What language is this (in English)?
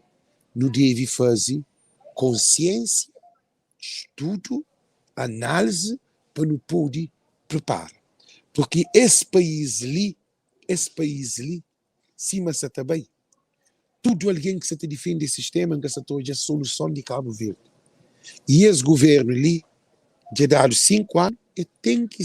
Kabuverdianu